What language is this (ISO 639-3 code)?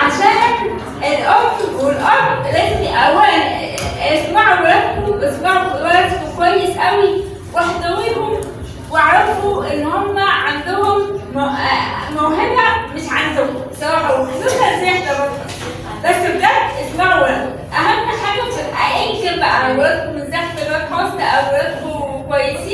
arz